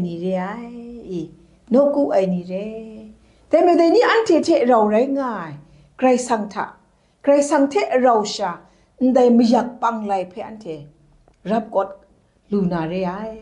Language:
Kachin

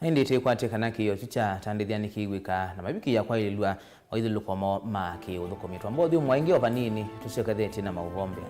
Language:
Kamba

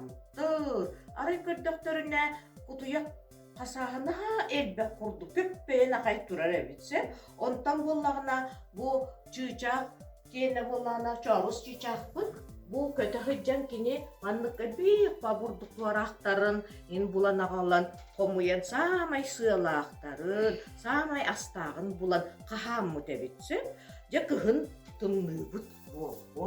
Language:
Yakut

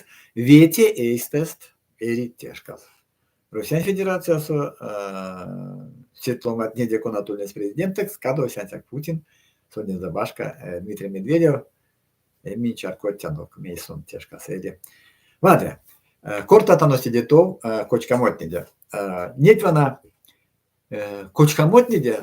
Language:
Erzya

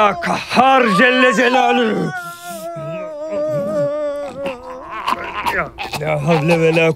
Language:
Turkish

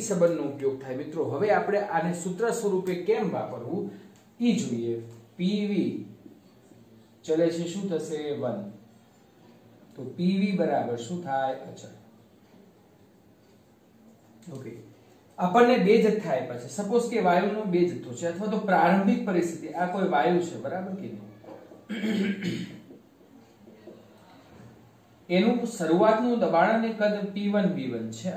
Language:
Gujarati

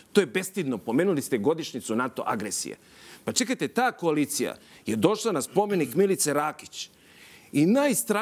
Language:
Serbian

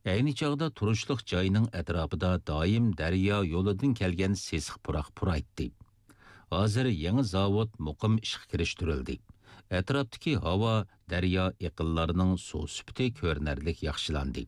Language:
Uyghur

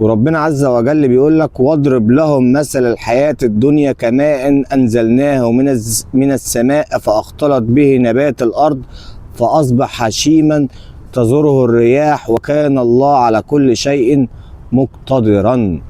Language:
Egyptian Arabic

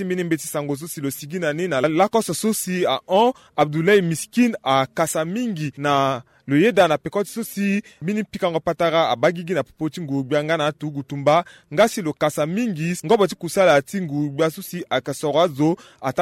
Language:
Sango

